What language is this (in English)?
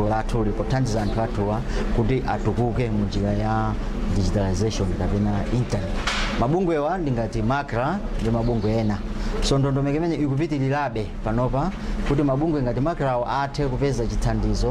Nyanja